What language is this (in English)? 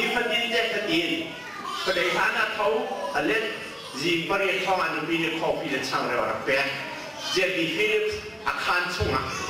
Hakha Chin